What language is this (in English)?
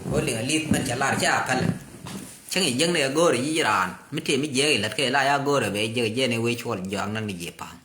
Nuer